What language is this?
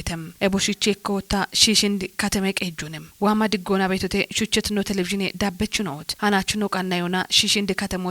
Kafa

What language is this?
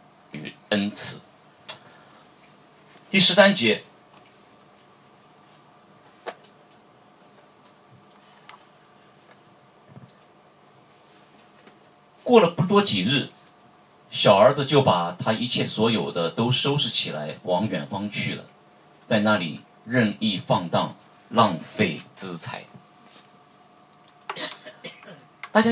Chinese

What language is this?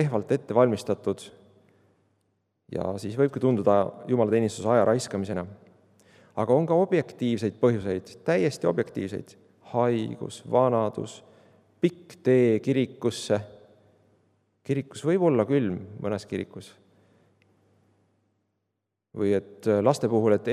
Estonian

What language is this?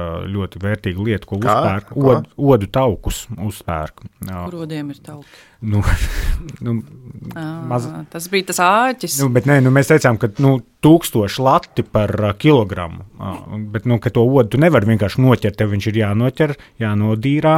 Latvian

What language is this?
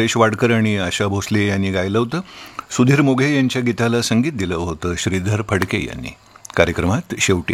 Marathi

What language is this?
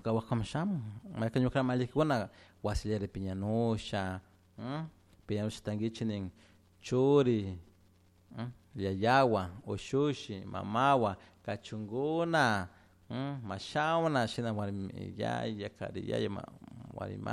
Chimborazo Highland Quichua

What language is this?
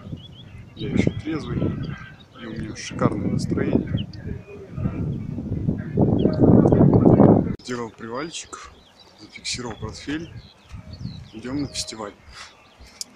Russian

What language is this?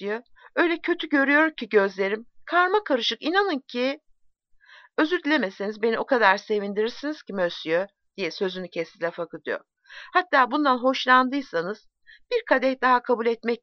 Turkish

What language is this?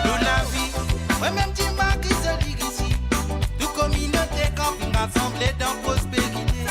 Morisyen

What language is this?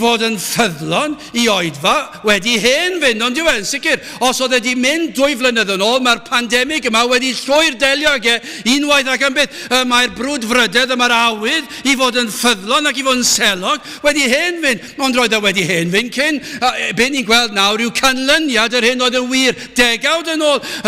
Welsh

